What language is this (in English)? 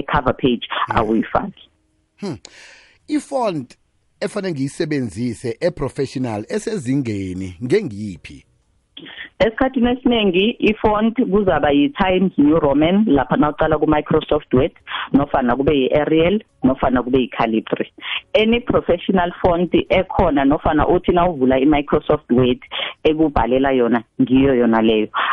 South Ndebele